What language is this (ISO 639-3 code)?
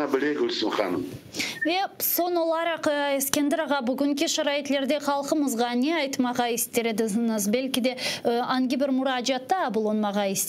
crh